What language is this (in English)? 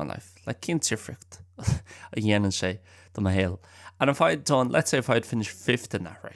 Irish